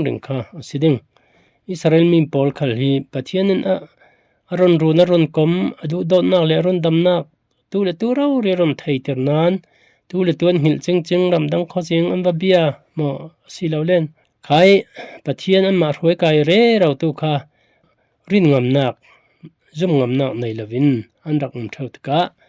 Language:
Falam Chin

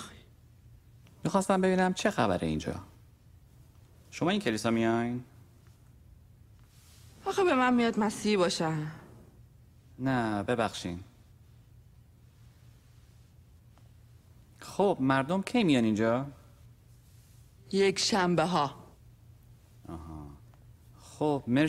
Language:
Persian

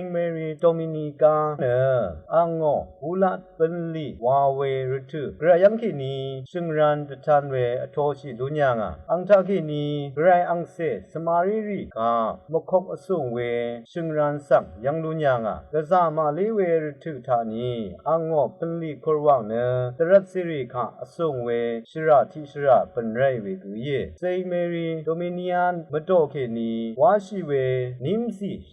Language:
Rawang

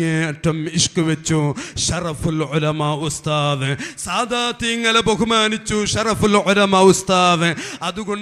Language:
Malayalam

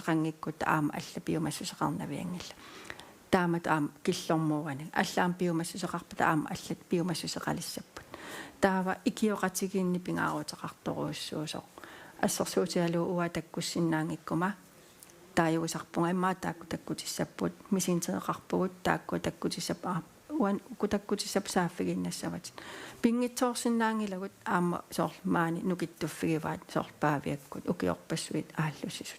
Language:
Kalaallisut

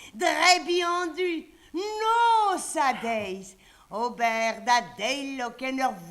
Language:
Breton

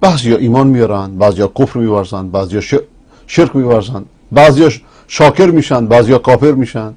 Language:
Persian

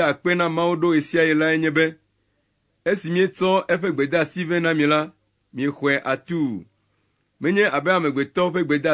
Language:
Ewe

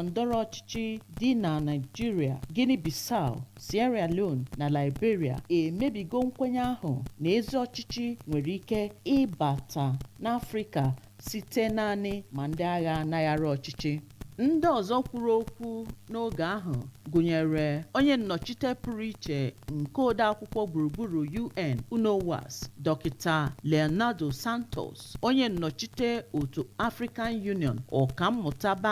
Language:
Igbo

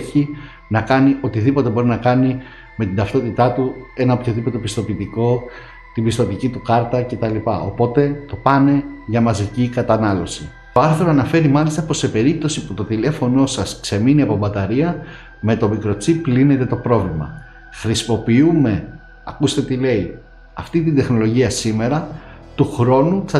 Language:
Greek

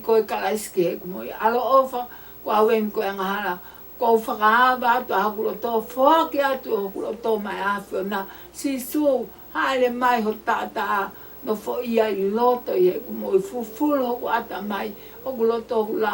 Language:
Tongan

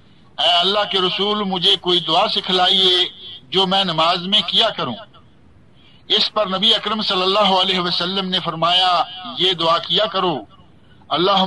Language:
Urdu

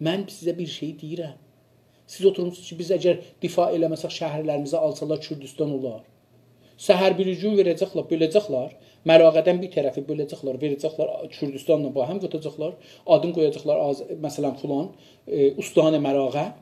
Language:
South Azerbaijani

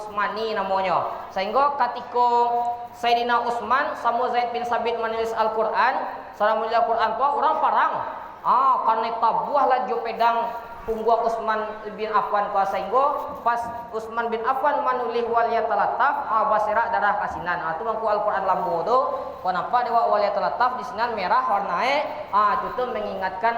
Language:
Minangkabau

